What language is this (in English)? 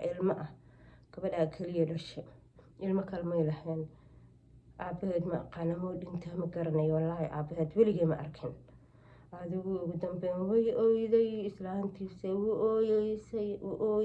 Somali